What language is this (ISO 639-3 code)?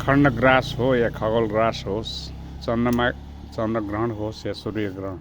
nep